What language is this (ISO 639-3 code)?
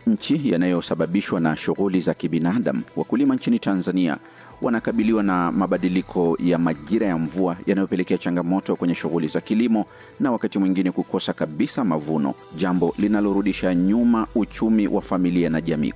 swa